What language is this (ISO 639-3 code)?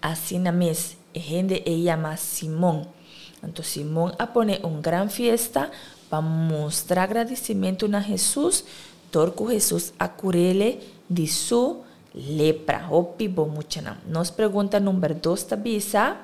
pap